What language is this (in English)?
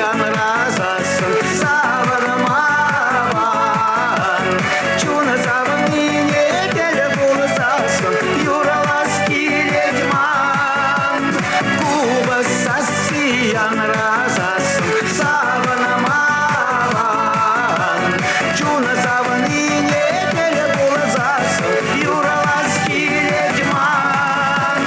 Chuvash